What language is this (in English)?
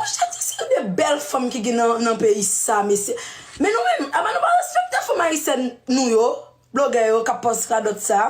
Haitian Creole